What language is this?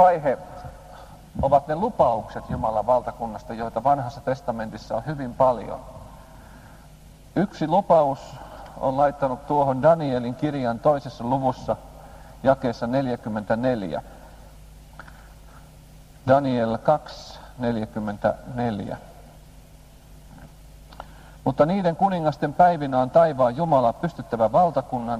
Finnish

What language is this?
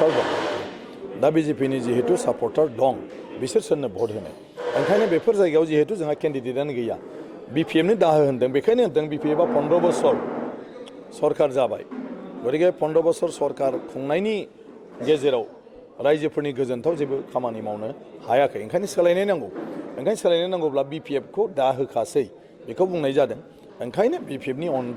Bodo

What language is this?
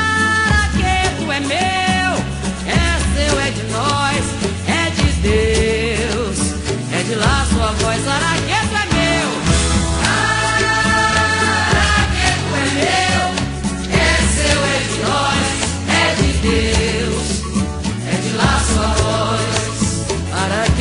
Portuguese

